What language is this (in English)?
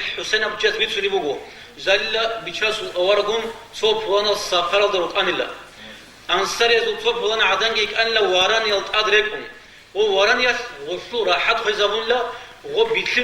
Avaric